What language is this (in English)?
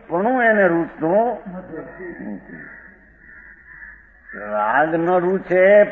Gujarati